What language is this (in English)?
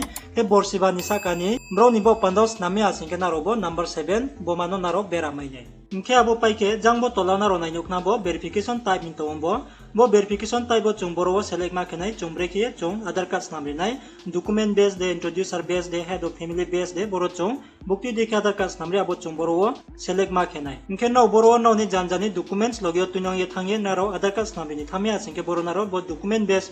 Riang (India)